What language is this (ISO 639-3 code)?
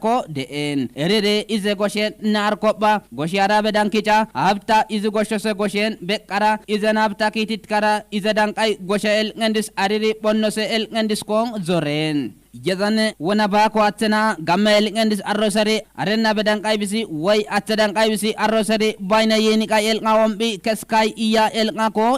kbr